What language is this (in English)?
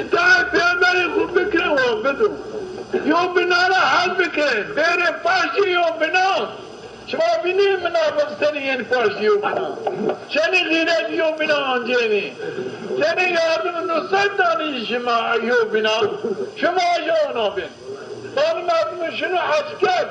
Zaza